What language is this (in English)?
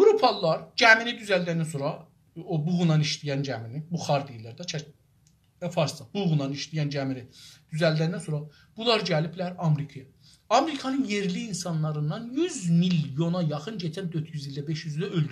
South Azerbaijani